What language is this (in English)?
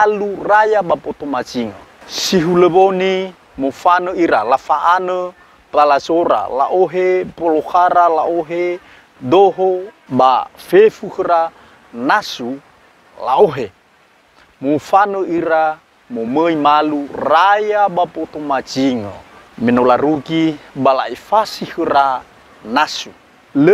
Nias